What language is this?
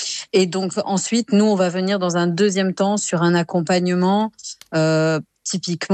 French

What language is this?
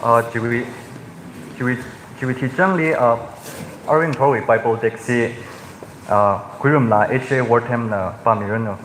Tangkhul Naga (India)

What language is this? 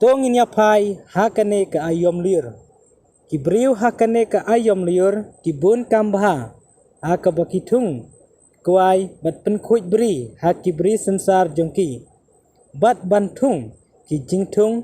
Khasi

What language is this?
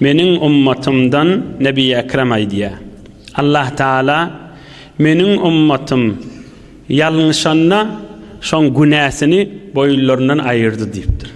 Turkmen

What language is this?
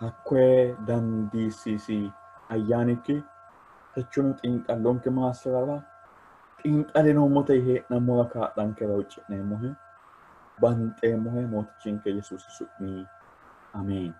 Sidamo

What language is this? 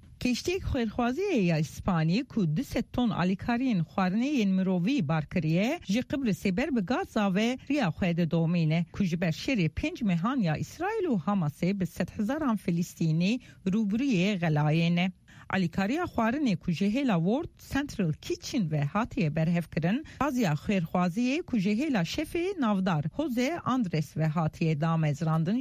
Kurdish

